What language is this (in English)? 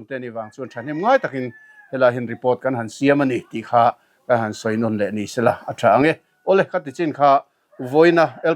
Mizo